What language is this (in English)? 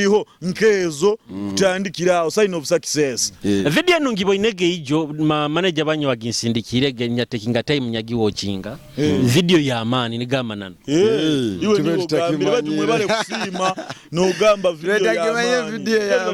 Nyoro